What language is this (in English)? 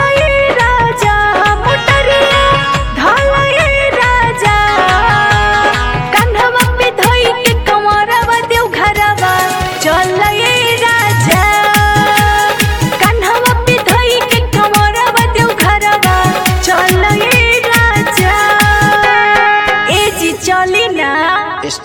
Bhojpuri